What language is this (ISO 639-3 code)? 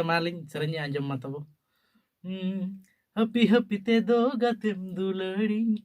sat